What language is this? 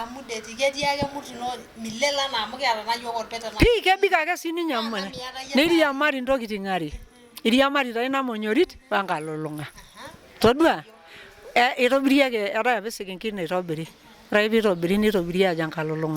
Masai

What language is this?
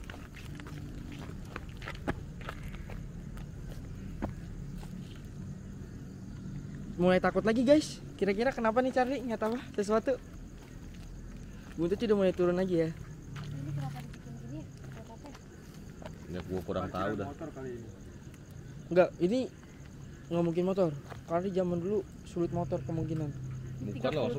Indonesian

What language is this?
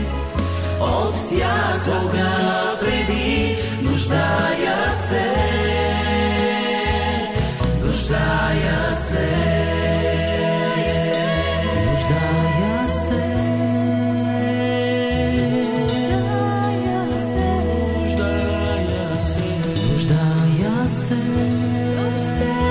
Bulgarian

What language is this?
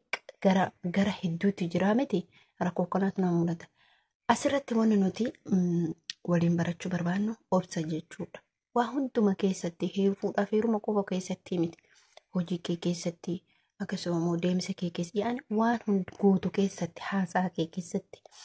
Oromo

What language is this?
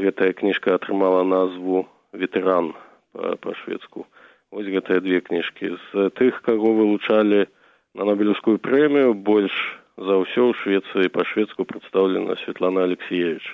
Belarusian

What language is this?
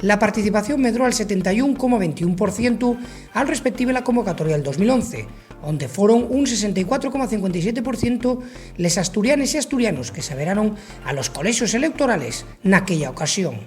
Asturian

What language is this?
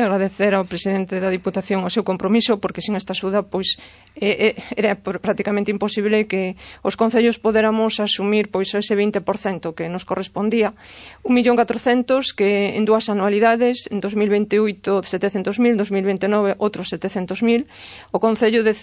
Galician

